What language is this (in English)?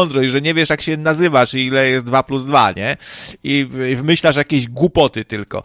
Polish